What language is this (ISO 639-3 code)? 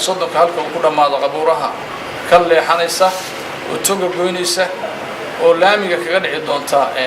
som